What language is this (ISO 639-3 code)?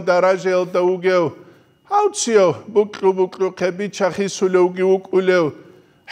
ava